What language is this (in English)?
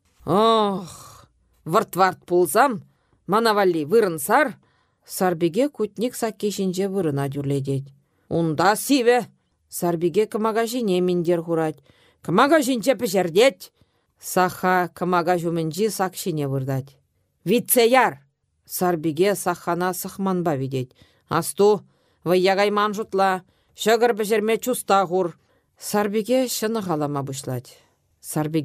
Chuvash